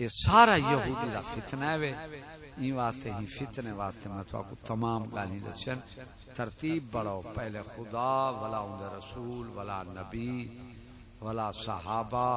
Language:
Saraiki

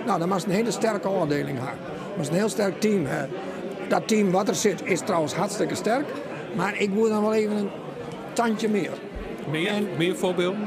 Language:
Western Frisian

